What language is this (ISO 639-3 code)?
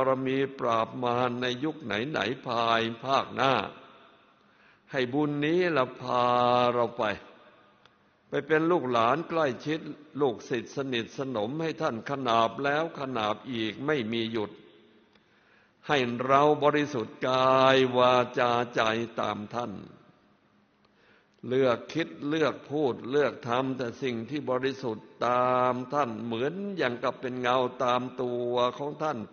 tha